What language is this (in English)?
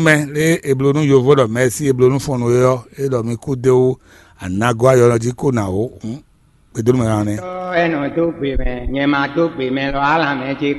Fon